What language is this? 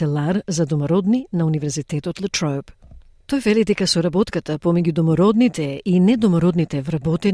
Macedonian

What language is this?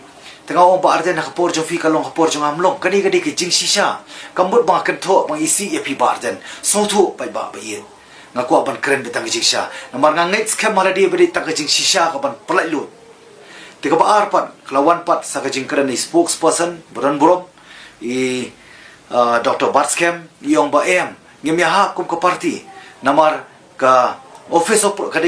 Khasi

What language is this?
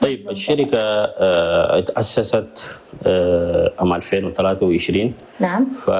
Chadian Arabic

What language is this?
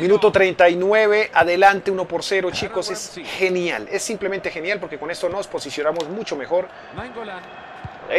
Spanish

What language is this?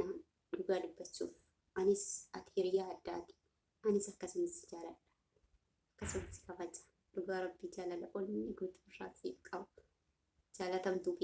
Oromo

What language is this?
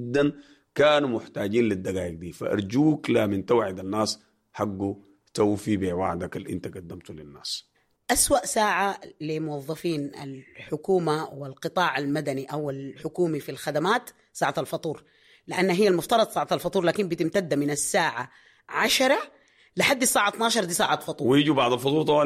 Sudanese Arabic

